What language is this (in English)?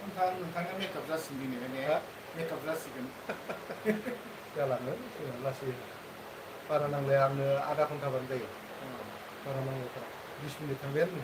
Bodo